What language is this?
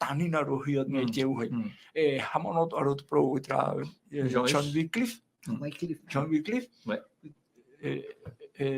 Tahitian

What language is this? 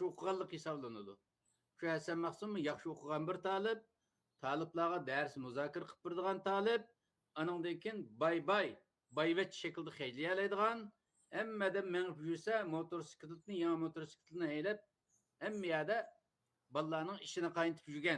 Uyghur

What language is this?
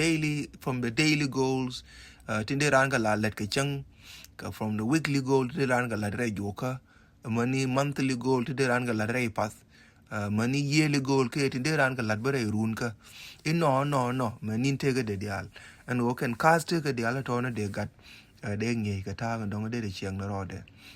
Nuer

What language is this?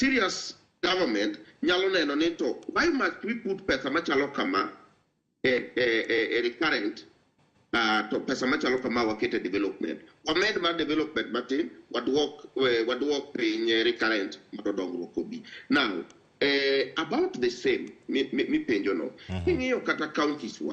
Luo (Kenya and Tanzania)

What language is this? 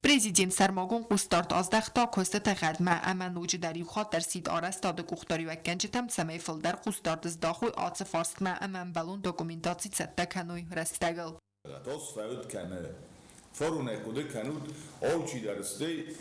Ossetic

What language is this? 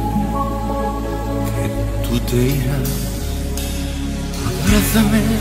Spanish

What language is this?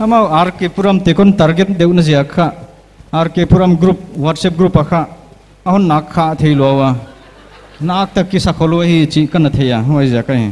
Paite Chin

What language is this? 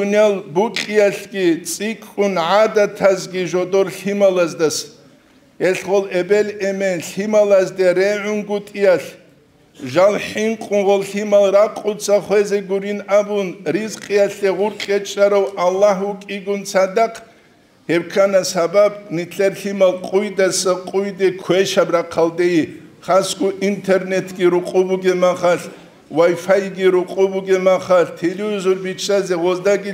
Avaric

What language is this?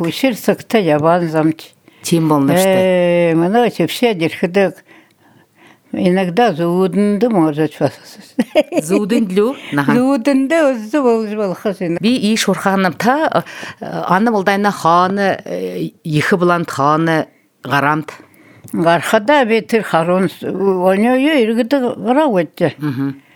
Buriat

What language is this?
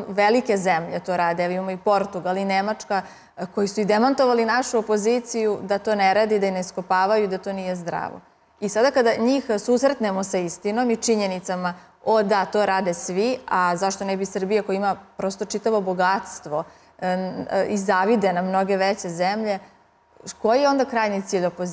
Serbian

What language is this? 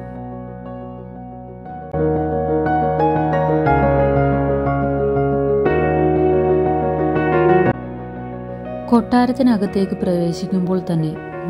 Malayalam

